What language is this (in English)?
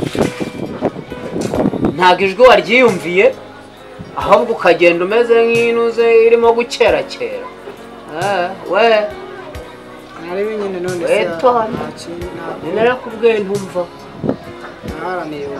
Kinyarwanda